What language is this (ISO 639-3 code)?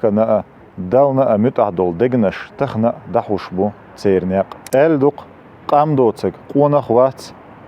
che